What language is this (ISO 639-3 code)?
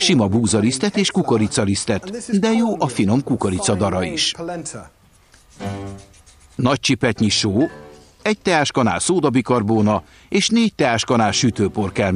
hun